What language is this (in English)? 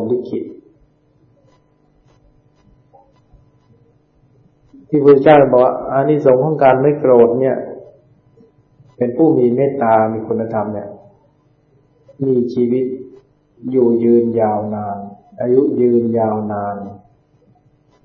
Thai